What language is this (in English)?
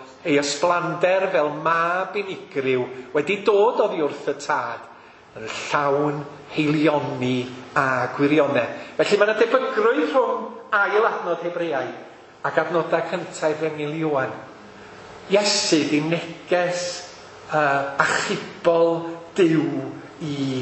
Welsh